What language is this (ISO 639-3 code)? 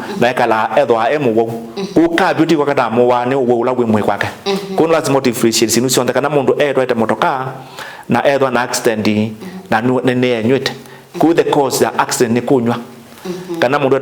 kam